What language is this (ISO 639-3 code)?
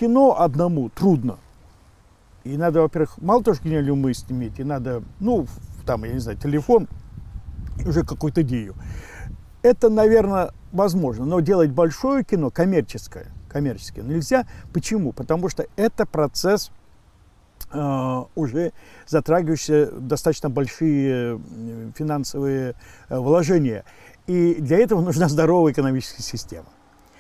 rus